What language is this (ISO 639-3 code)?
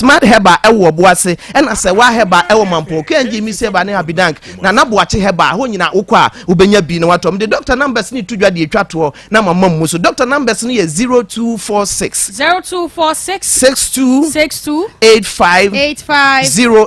aka